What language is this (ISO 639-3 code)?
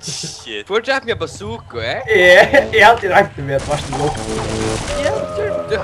fao